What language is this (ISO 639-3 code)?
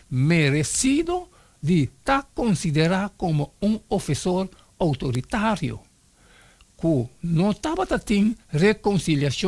pap